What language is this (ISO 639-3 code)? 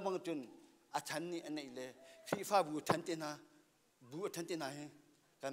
cnh